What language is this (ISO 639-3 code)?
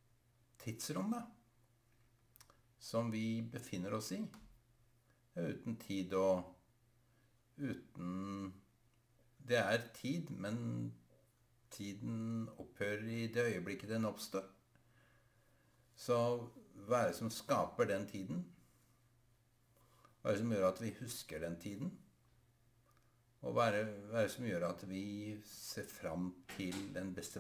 nor